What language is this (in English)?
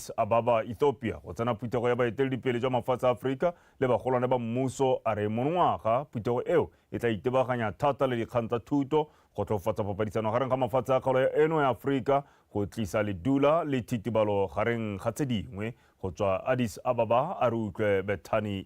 Tswana